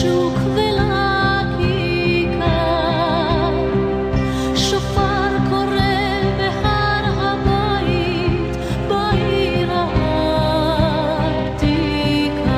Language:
Hebrew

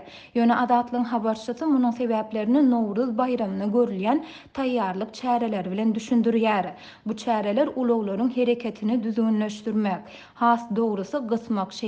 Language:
Turkmen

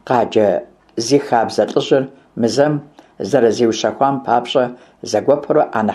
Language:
Kabardian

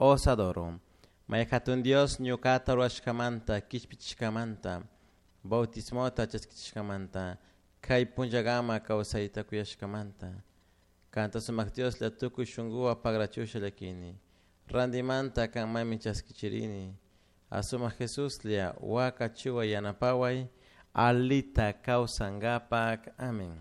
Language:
Chimborazo Highland Quichua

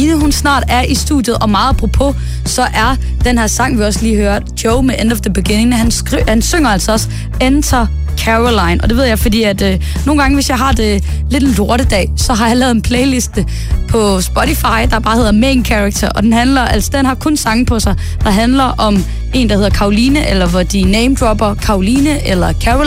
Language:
Danish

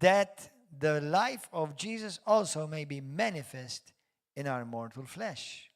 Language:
English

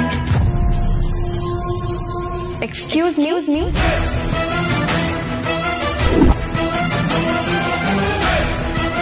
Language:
Kannada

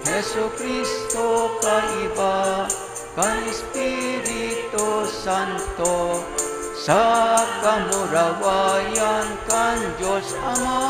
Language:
Bikol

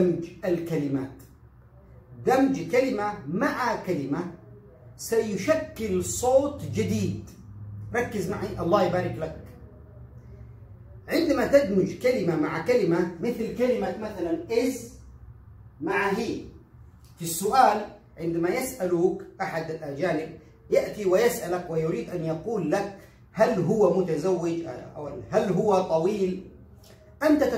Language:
Arabic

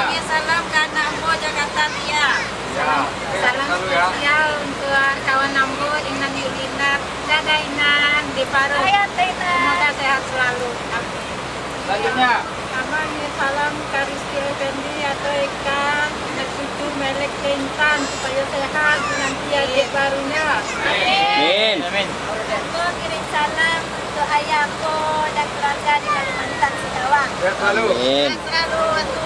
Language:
Minangkabau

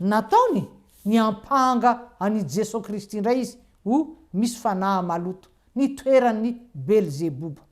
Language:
Malagasy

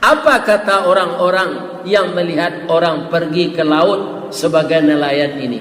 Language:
Minangkabau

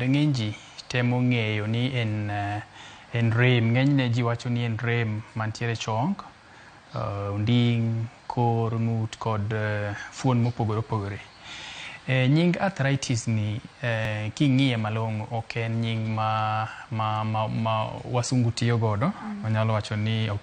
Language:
Luo (Kenya and Tanzania)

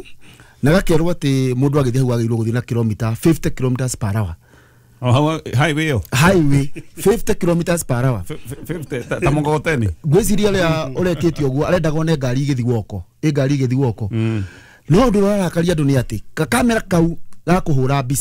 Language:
Kikuyu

